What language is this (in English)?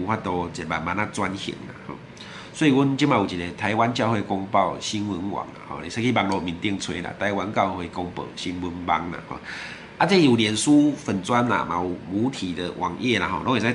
Min Nan Chinese